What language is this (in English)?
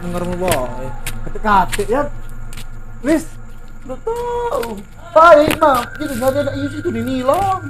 Musi